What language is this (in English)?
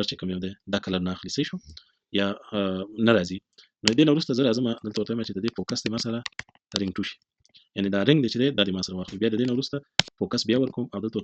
Pashto